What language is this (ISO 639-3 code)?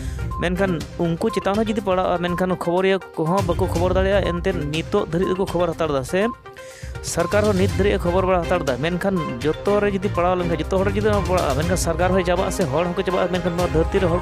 sat